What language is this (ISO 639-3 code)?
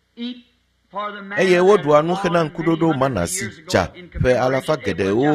ewe